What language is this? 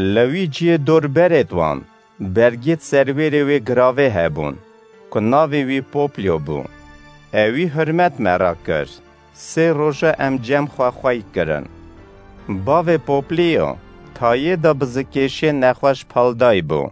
Kurdish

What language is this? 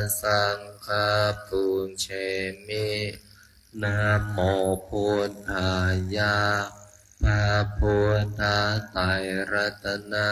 Pali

